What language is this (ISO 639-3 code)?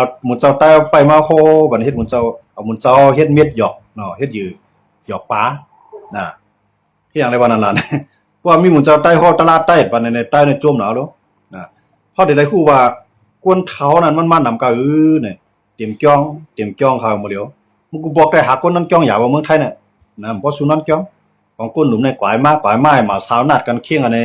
shn